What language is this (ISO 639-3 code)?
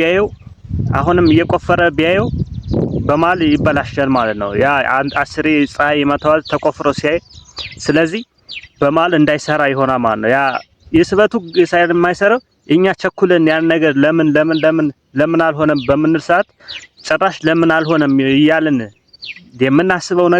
amh